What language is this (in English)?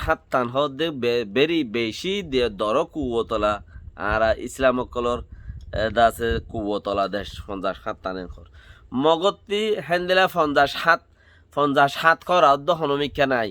Rohingya